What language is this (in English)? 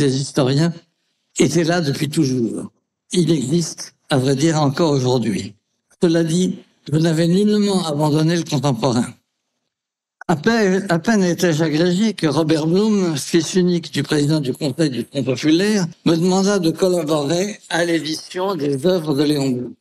French